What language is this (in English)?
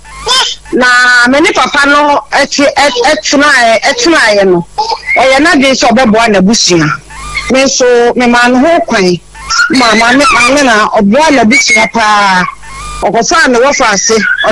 Akan